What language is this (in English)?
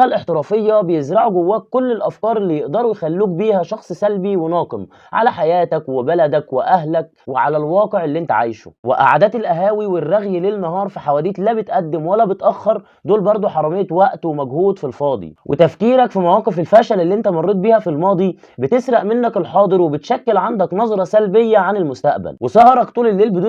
Egyptian Arabic